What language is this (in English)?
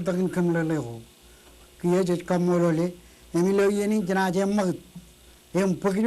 Marshallese